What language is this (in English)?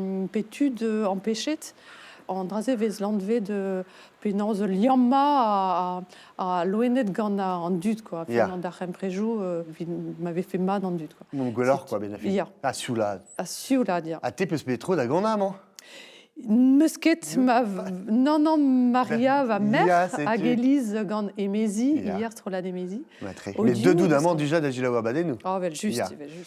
Breton